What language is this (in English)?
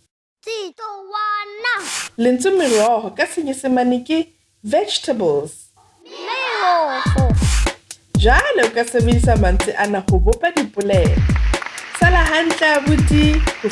Southern Sotho